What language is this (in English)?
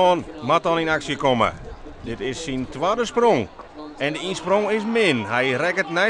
Western Frisian